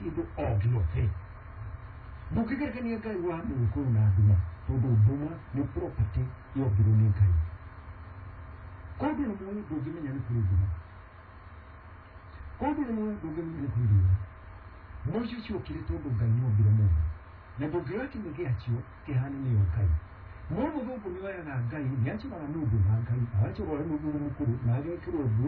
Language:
Kikuyu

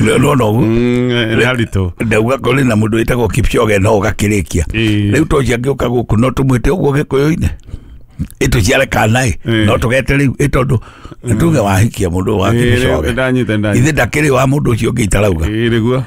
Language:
Kikuyu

